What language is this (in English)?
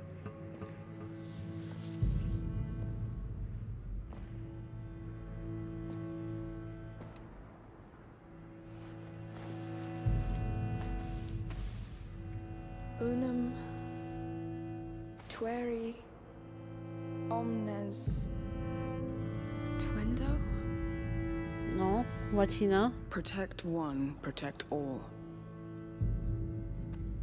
Polish